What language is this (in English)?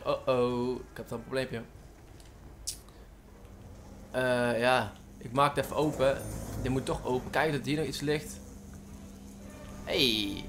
Dutch